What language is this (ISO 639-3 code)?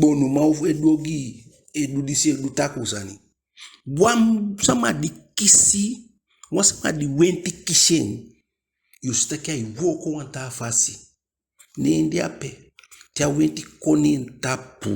djk